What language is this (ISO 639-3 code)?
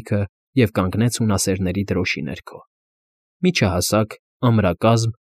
hye